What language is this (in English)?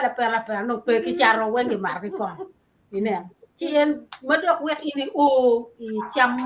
Acoli